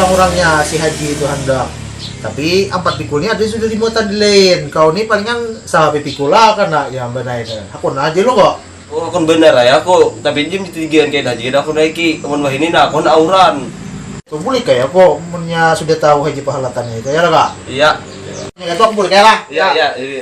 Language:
Banjar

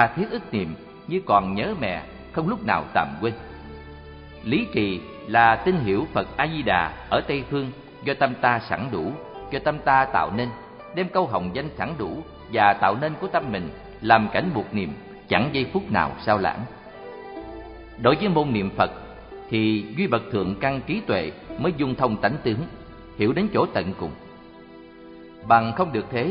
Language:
Vietnamese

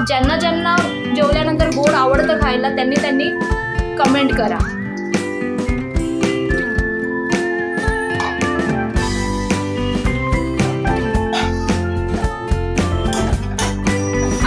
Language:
Marathi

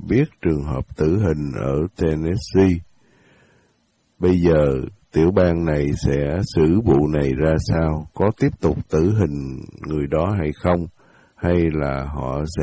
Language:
Vietnamese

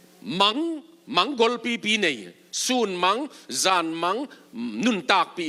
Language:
Tedim Chin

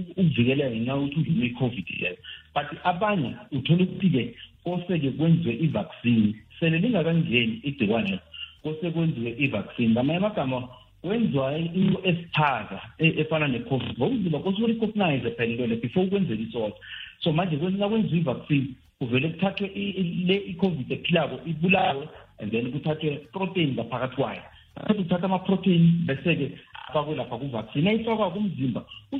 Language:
South Ndebele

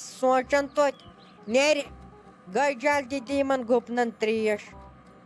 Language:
Kashmiri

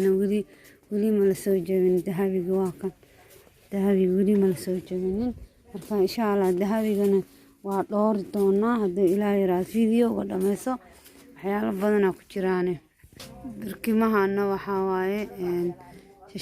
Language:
Somali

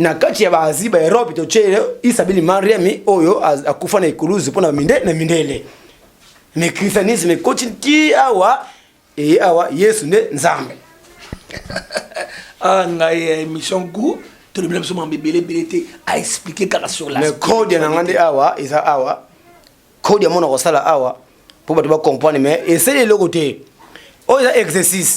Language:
Lingala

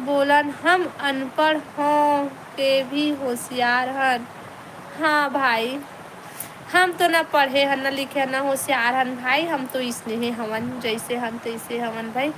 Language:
Chhattisgarhi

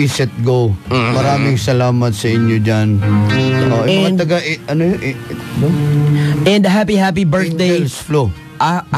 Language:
Filipino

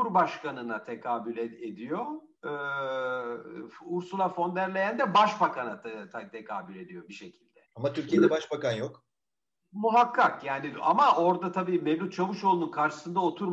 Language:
Turkish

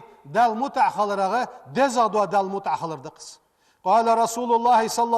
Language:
Ingush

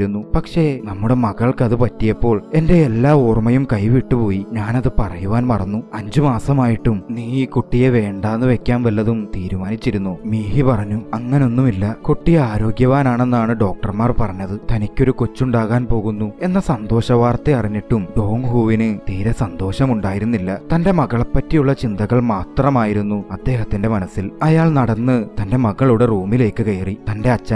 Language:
Malayalam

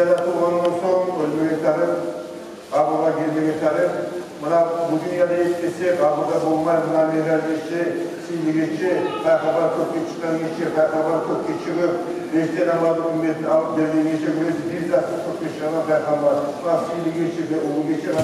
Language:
Kumyk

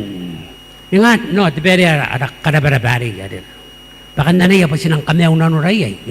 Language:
Gilbertese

